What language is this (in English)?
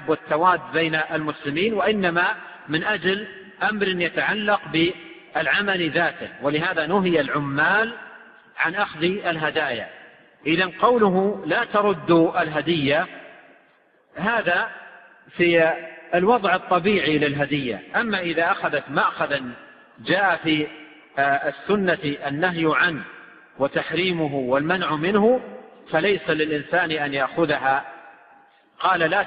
Arabic